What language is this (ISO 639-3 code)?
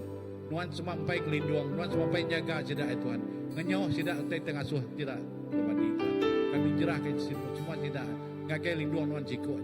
iba